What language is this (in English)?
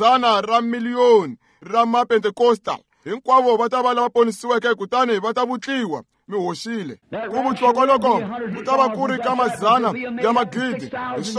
Tsonga